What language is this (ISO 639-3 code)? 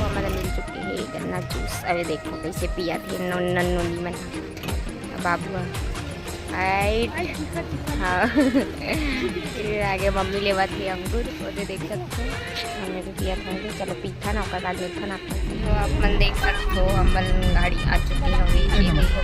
hne